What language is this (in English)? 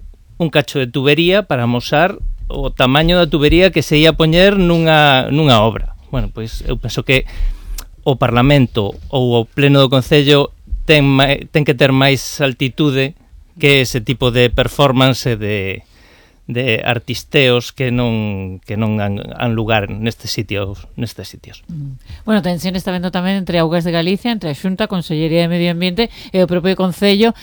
Galician